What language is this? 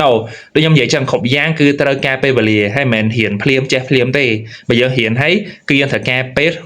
Khmer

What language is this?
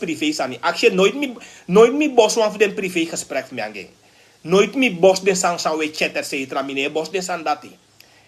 Sranan Tongo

